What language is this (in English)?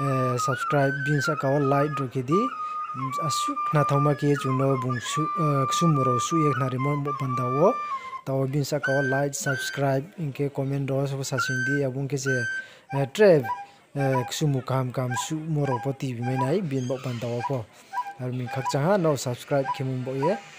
Riang (India)